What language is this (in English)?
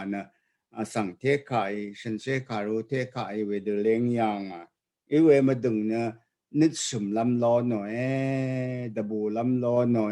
Rawang